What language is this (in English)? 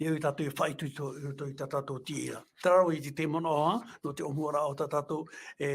Tahitian